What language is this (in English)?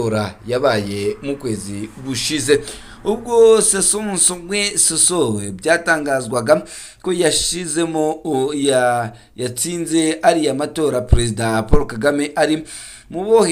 Kinyarwanda